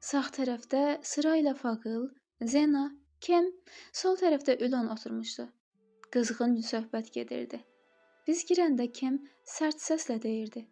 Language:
Azerbaijani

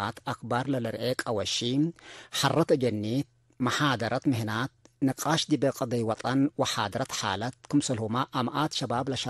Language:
Tigre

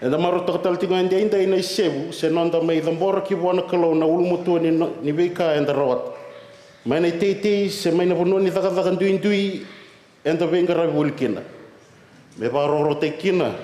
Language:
Fijian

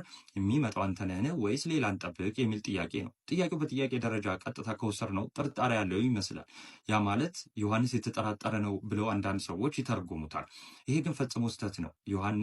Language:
Amharic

